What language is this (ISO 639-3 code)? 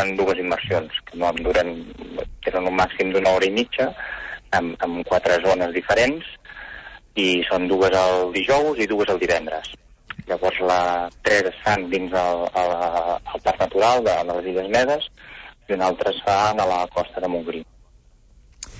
cat